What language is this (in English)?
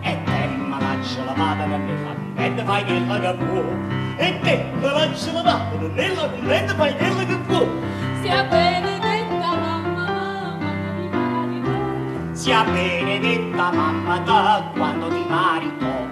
Neapolitan